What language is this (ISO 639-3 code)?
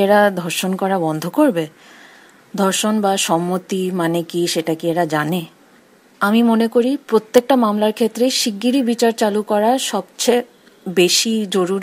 ben